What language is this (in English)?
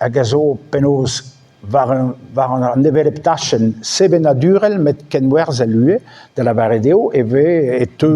Breton